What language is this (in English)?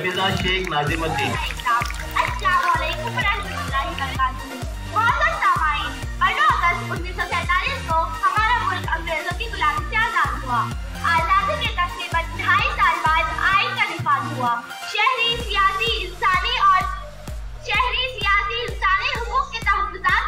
Hindi